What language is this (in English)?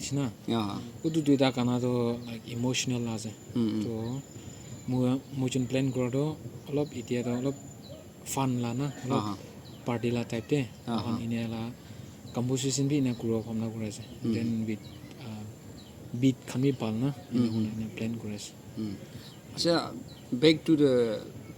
Naga Pidgin